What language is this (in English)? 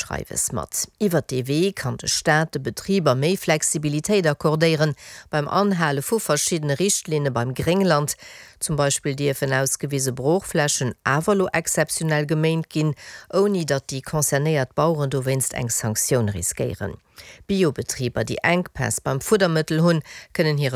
Luxembourgish